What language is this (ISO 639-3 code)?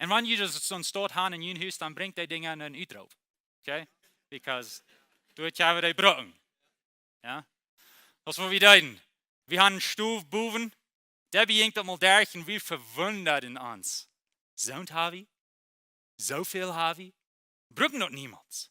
pdt